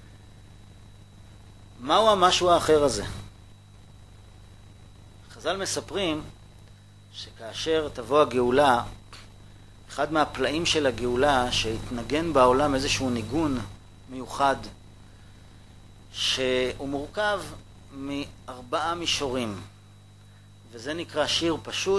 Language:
Hebrew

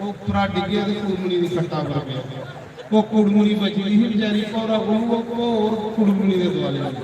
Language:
Dogri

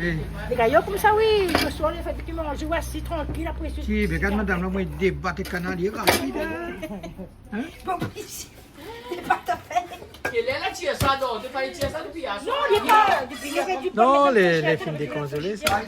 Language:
Réunion Creole French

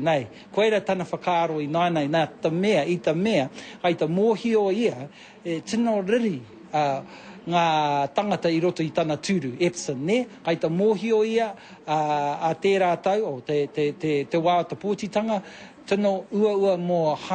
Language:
Māori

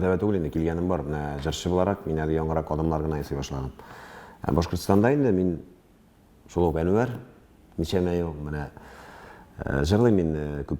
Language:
Tatar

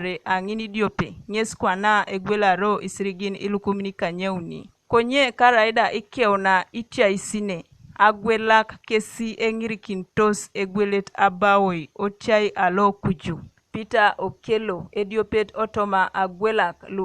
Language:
Teso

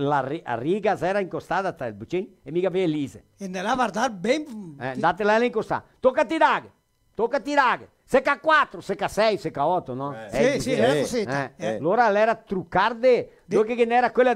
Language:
Venetian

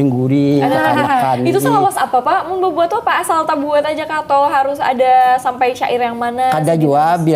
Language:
Banjar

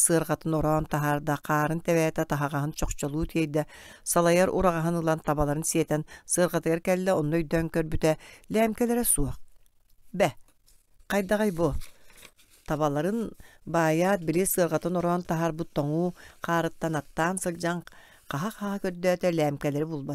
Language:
Yakut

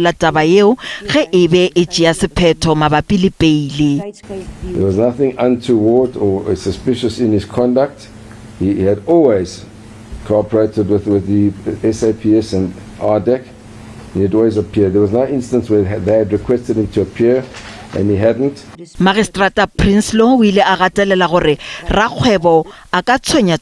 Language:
Northern Sotho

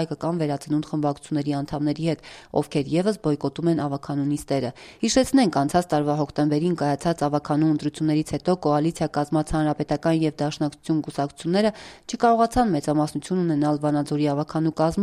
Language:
Armenian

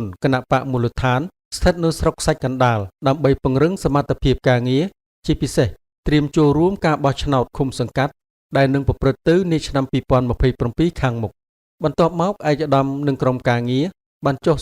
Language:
Khmer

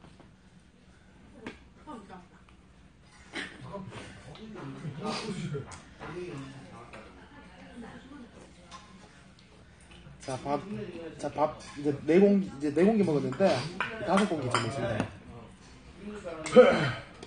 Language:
Korean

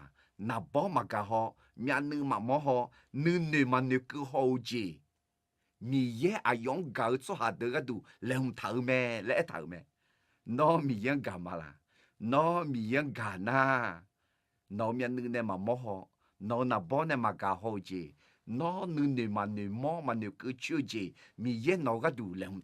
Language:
Akha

